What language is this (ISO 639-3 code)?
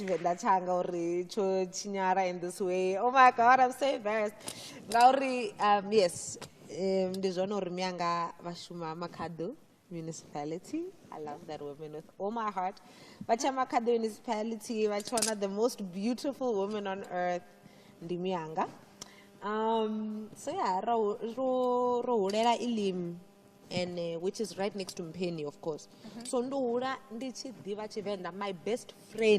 ven